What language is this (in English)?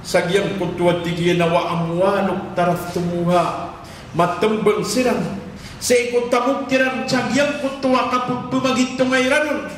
Maranao